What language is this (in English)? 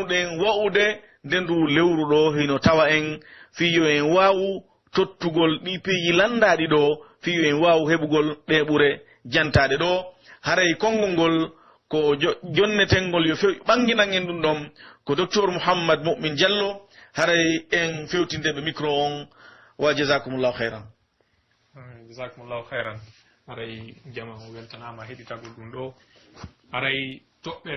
Pular